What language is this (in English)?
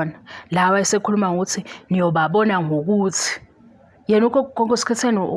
Zulu